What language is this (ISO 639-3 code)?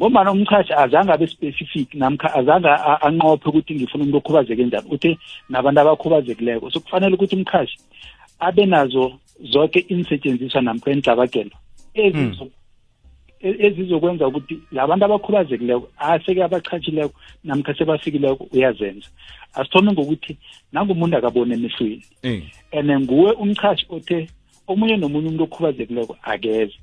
nbl